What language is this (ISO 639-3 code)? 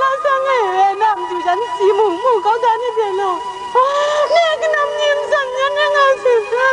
kac